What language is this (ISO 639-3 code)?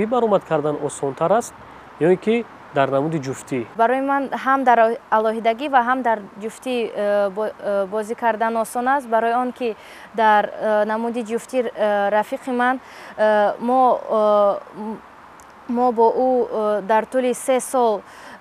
tgk